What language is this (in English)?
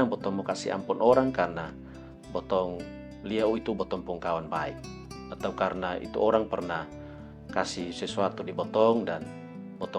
Kupang Malay